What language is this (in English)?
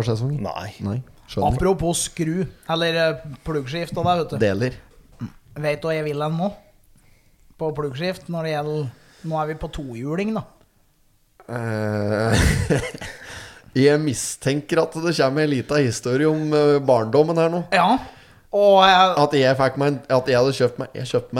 Norwegian